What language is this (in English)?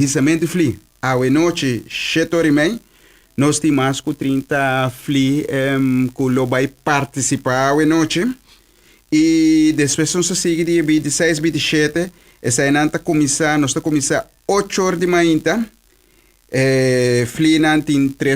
Papiamento